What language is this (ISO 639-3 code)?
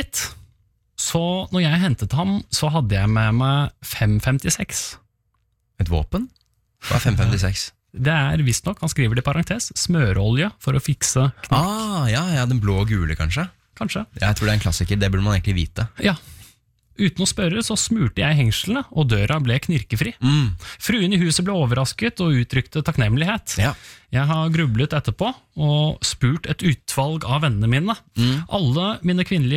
nor